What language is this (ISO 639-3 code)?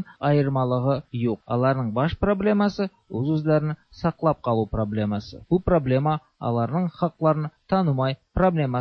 tat